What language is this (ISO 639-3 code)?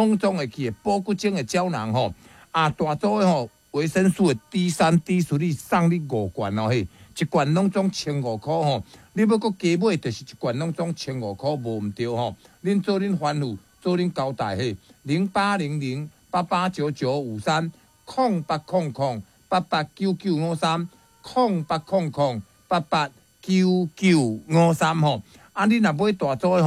nan